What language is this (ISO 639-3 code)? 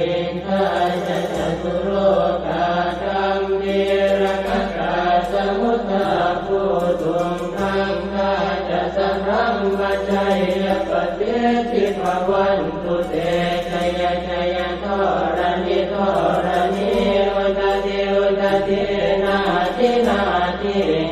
pli